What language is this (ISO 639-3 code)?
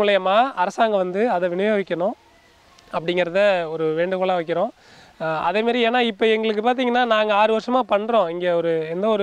tam